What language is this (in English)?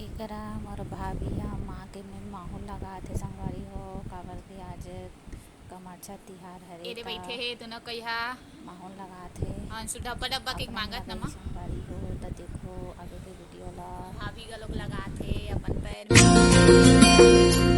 Chhattisgarhi